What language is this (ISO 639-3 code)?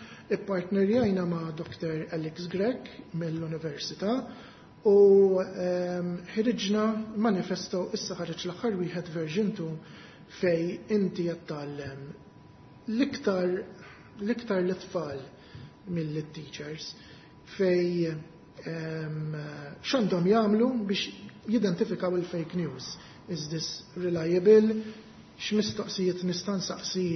mlt